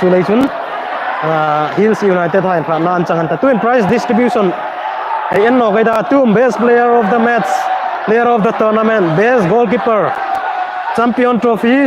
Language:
Hmar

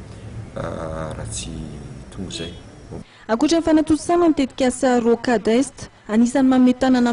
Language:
Malagasy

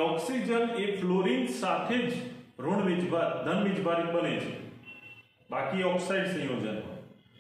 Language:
Gujarati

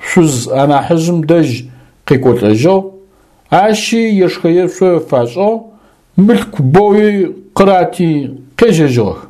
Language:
Adyghe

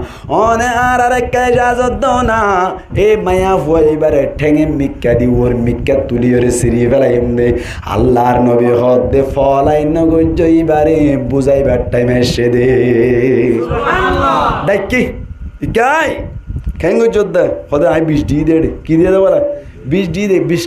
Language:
Rohingya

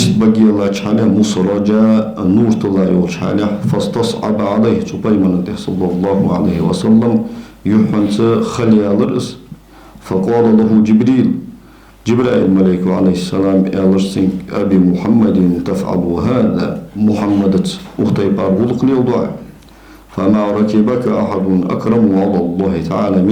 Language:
Ingush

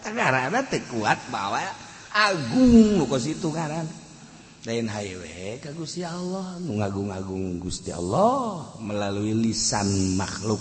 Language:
Sundanese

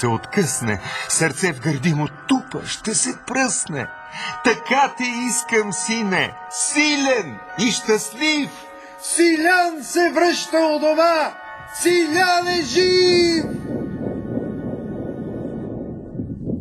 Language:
Bulgarian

